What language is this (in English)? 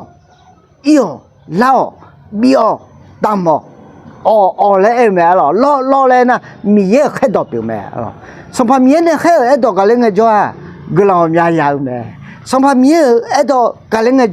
Akha